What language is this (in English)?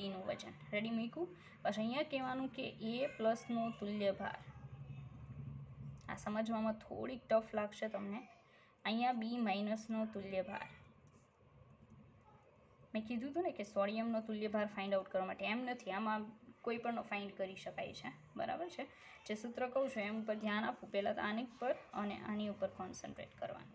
Gujarati